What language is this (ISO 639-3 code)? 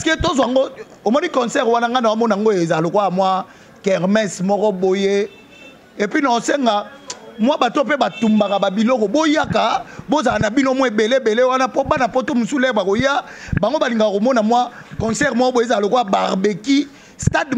lin